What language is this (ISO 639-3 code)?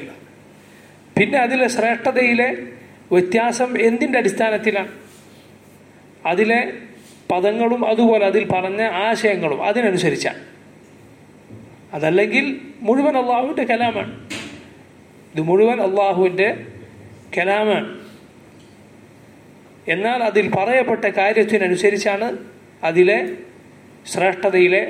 mal